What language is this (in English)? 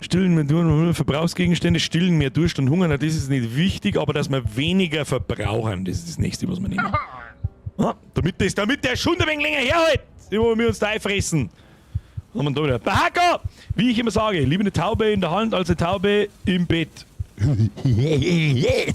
Bavarian